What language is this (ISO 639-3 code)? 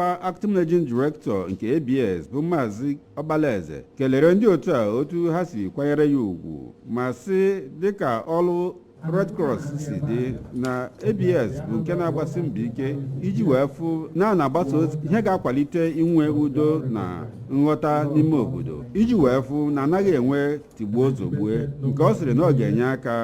ibo